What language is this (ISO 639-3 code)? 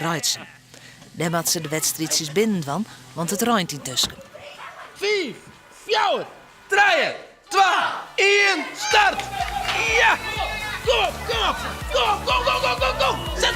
fry